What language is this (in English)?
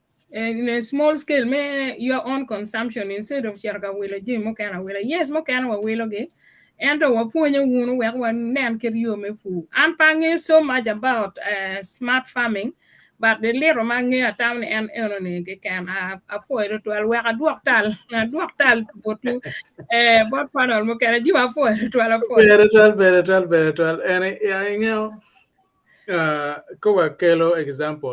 Acoli